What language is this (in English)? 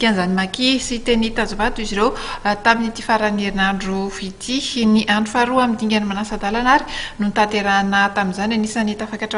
Malagasy